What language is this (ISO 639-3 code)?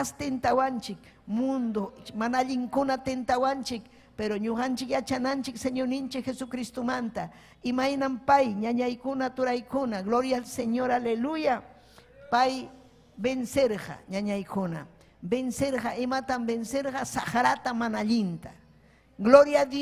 quy